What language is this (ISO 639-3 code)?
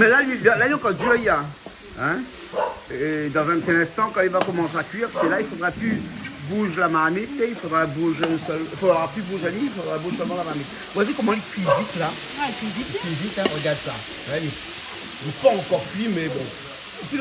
rcf